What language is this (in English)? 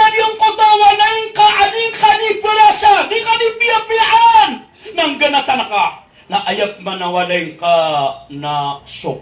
Maranao